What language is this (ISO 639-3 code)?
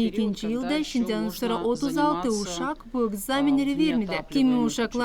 gag